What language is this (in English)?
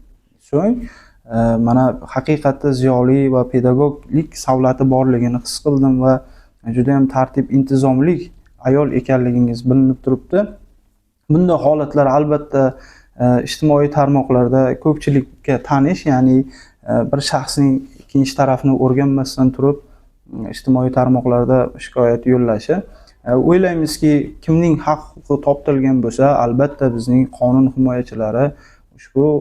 Uzbek